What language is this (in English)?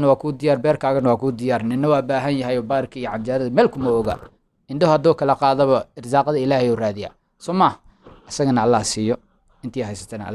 Somali